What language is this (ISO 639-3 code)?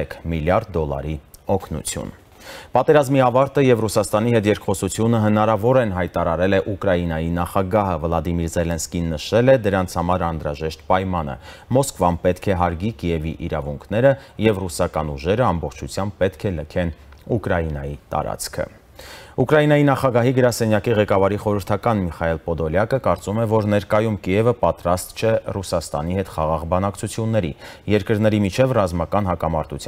hye